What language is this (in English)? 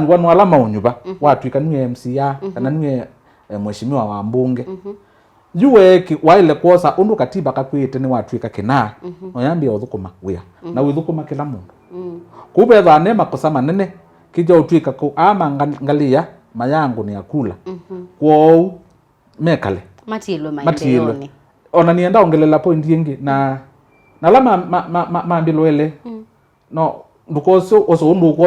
Kamba